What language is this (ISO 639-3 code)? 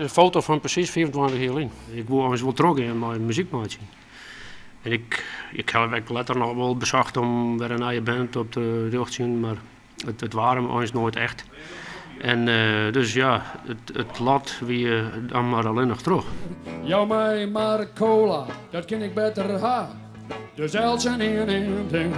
fry